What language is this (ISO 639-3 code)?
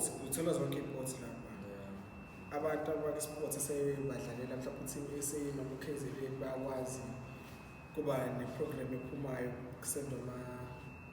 zul